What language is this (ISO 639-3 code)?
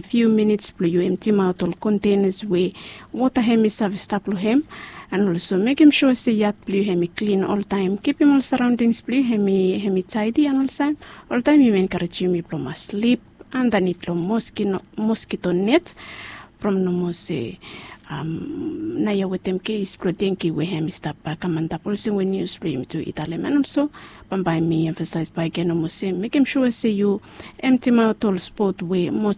bis